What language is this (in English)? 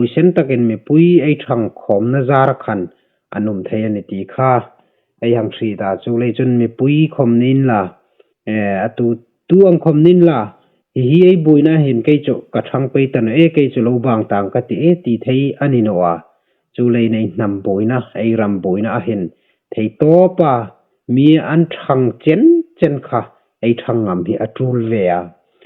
Hmar